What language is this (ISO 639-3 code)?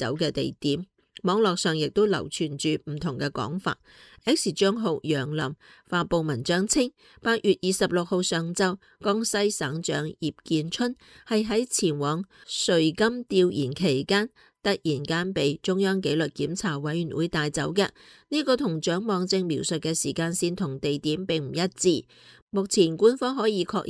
yue